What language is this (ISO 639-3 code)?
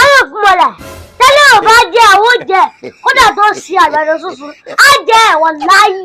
yor